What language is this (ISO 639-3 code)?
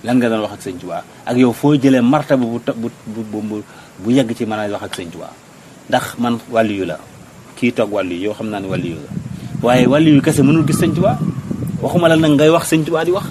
wol